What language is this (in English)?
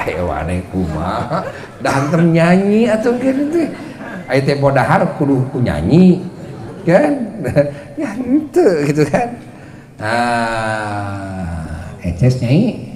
Sundanese